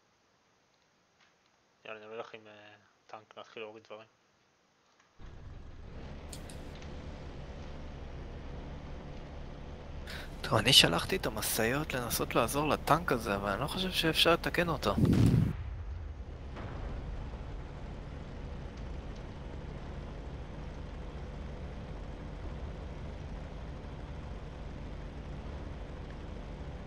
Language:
Hebrew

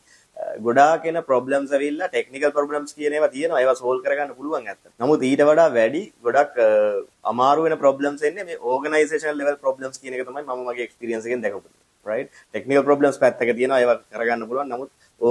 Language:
Sinhala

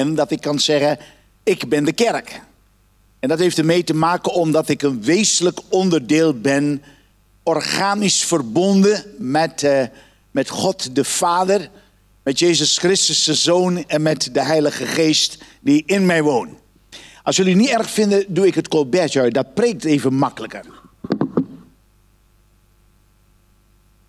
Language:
Dutch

